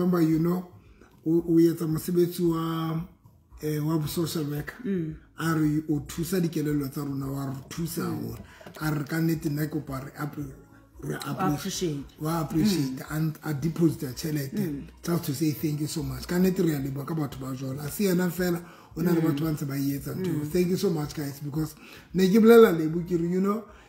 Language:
Southern Sotho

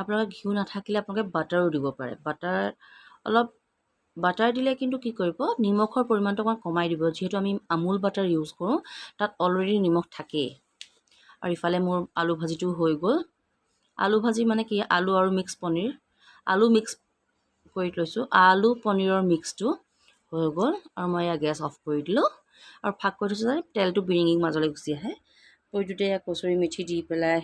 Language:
Assamese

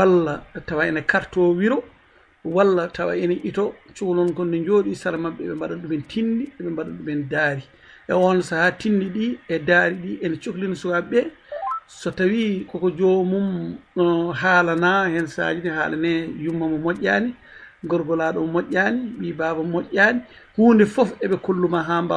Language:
Fula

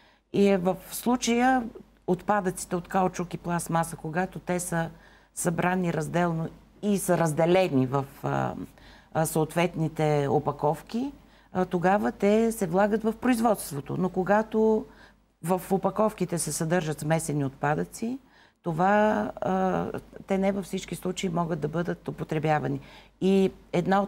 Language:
Bulgarian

